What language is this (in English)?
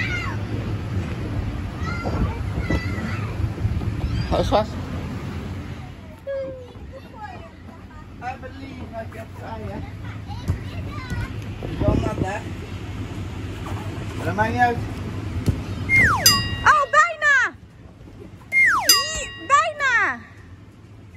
Dutch